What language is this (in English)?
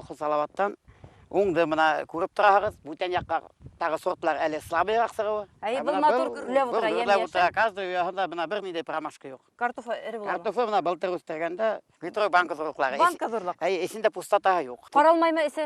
Bashkir